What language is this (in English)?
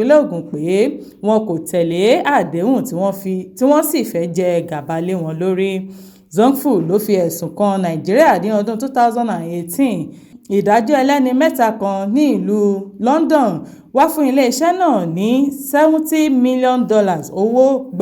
Yoruba